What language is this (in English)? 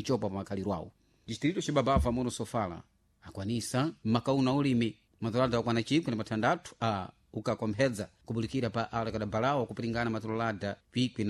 Sena